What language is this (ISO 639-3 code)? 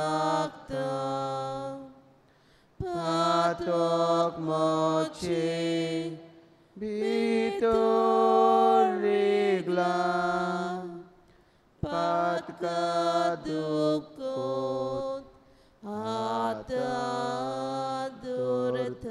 kok